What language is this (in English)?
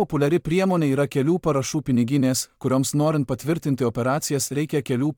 Lithuanian